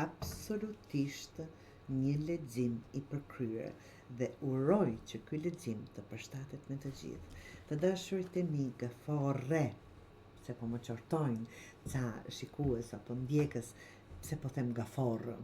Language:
Albanian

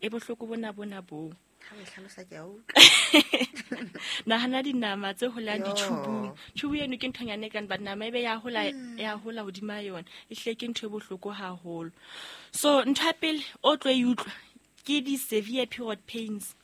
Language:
Southern Sotho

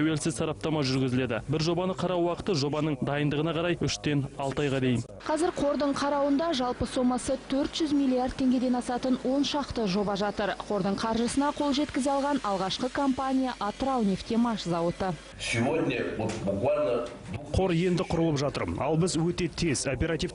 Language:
Kazakh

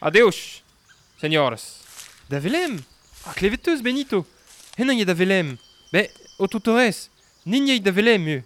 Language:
Breton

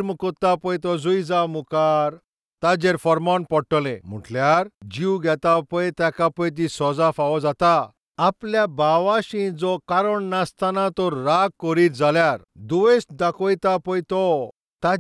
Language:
Konkani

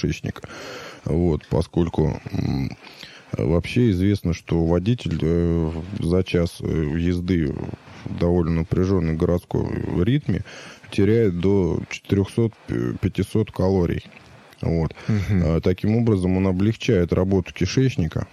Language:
Russian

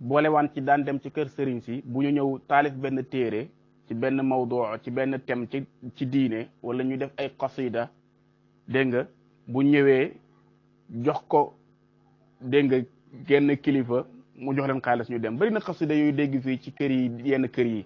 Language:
Wolof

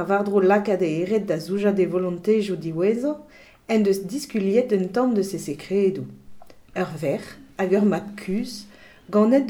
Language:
Breton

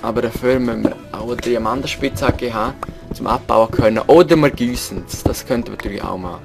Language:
Swiss German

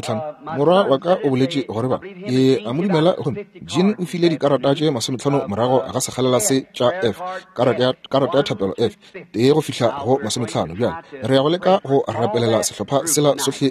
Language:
Northern Sotho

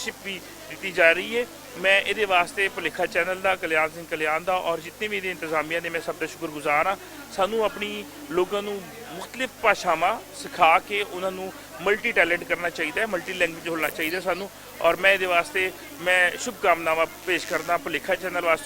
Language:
Western Panjabi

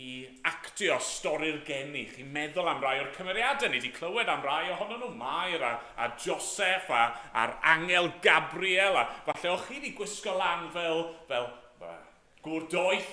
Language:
Welsh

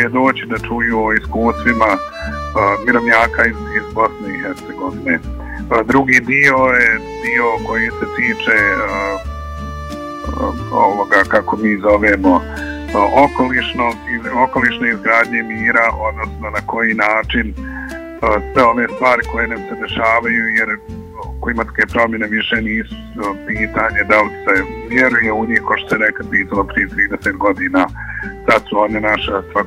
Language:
Bosnian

